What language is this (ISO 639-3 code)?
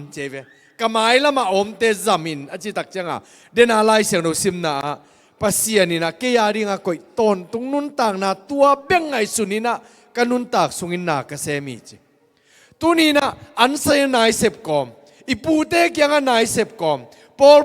ctd